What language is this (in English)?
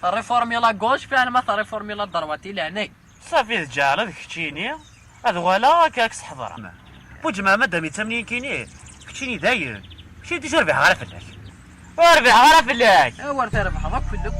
Kabyle